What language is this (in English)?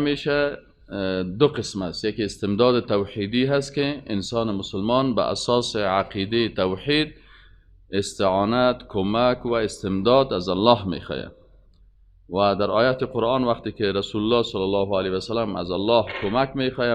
Persian